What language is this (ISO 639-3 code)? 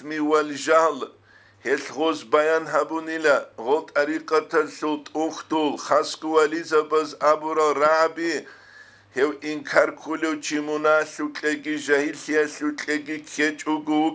ava